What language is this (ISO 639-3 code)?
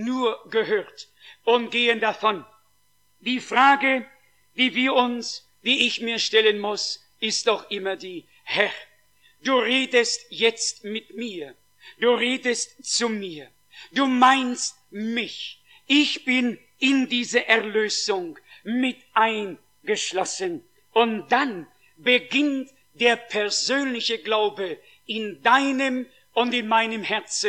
deu